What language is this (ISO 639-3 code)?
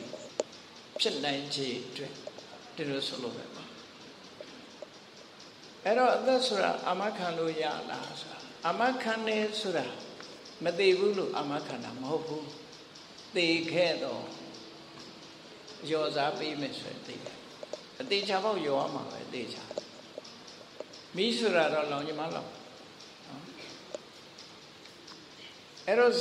mya